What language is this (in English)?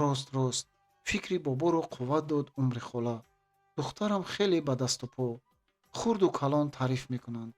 Tajik